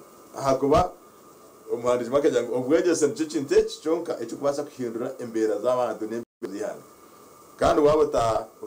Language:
Nyankole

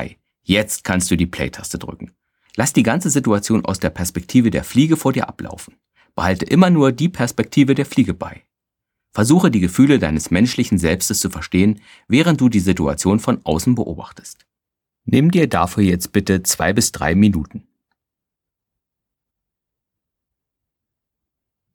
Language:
German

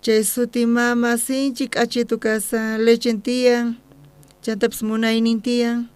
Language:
South Bolivian Quechua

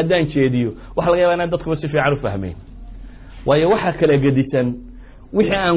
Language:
Somali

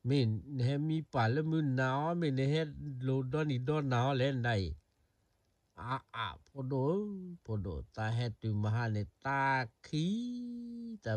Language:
S'gaw Karen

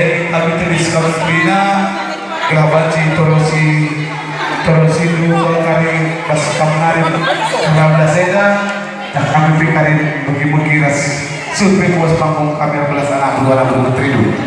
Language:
Batak Karo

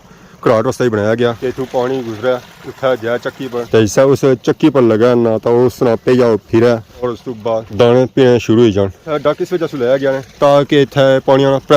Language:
Pahari-Potwari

